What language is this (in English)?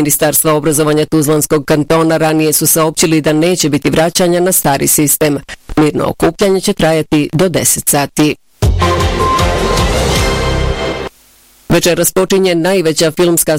Bosnian